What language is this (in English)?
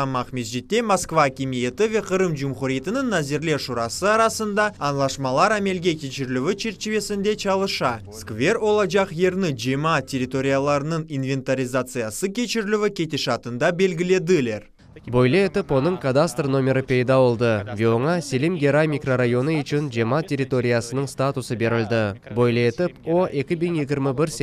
Crimean Tatar